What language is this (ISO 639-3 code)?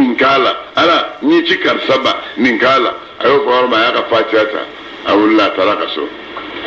bam